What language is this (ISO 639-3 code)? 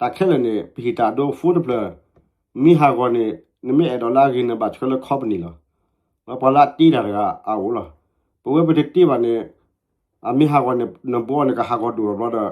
ksw